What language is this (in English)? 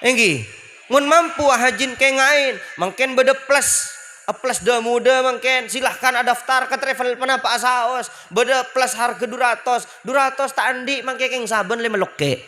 Madurese